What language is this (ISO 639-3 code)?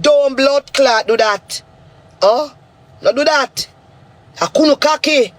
jam